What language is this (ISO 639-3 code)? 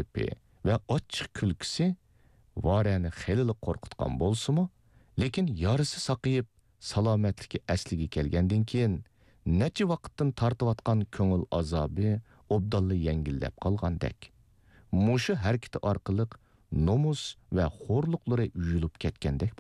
uig